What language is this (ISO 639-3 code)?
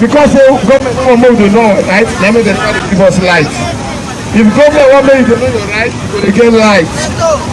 pcm